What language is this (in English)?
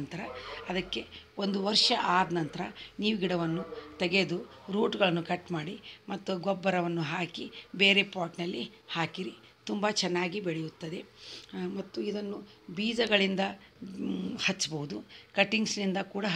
Kannada